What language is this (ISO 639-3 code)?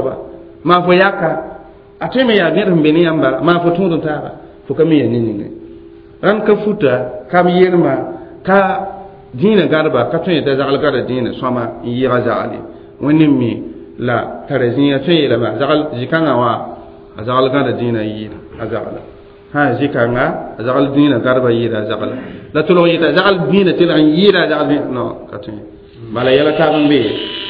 mos